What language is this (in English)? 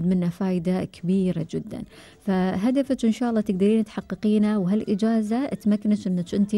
Gulf Arabic